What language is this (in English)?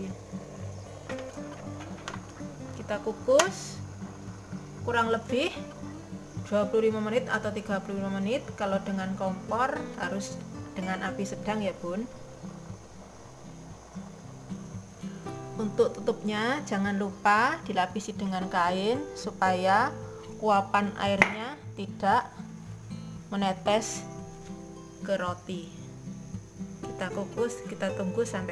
Indonesian